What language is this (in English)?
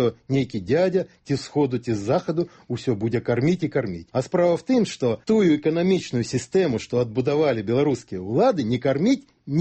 Belarusian